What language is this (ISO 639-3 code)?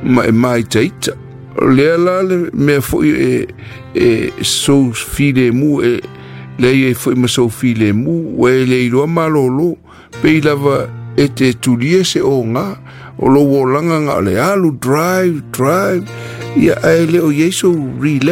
smo